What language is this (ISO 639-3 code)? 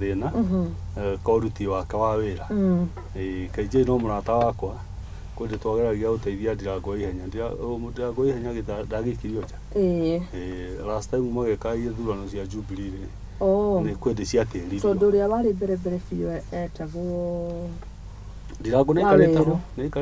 kik